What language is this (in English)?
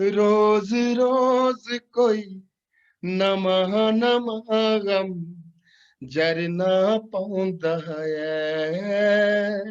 Dogri